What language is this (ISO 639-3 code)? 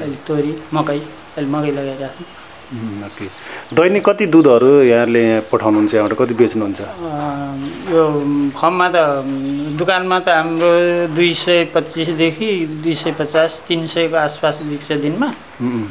nep